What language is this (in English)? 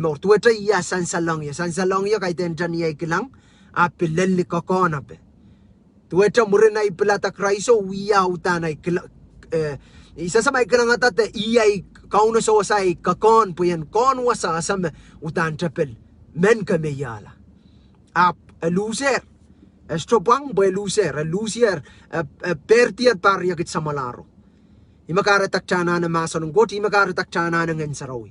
Pohnpeian